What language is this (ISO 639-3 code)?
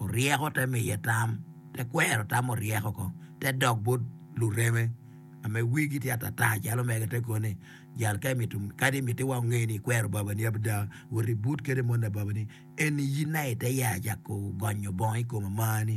ach